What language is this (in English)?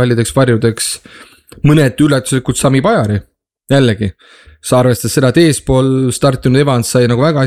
Estonian